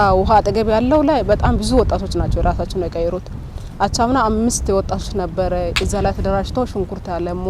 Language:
Amharic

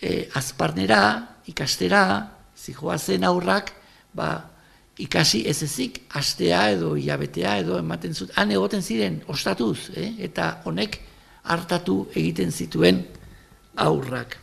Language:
Basque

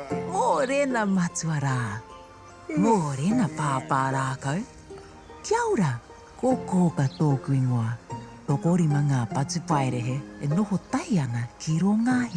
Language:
Māori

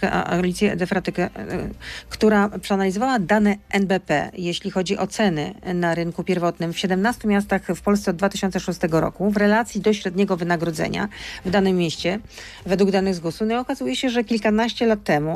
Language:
Polish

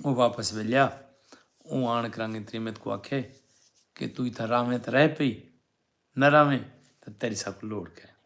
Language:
Saraiki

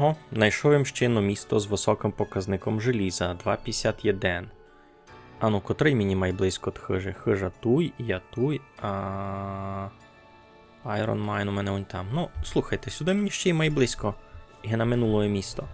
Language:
Rusyn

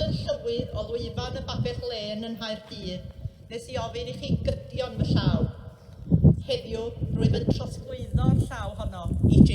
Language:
Welsh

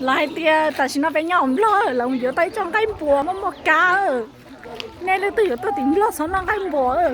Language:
Hmong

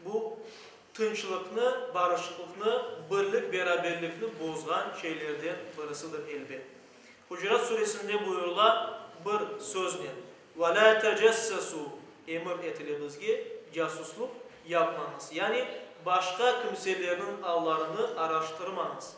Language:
Crimean Tatar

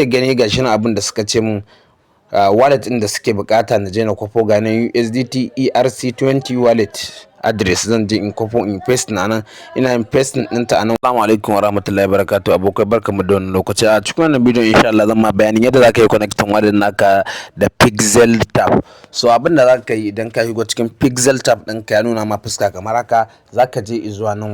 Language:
Hausa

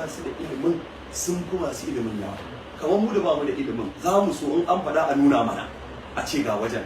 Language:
Hausa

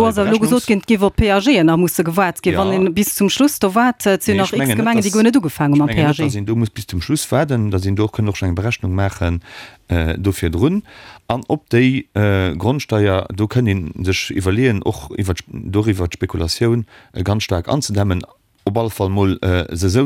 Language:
Luxembourgish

